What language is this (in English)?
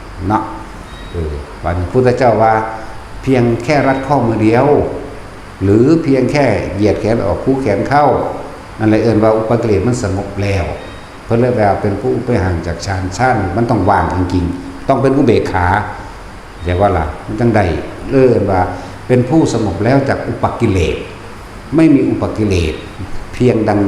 Northeastern Thai